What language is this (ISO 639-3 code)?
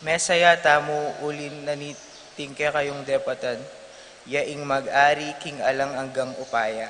pam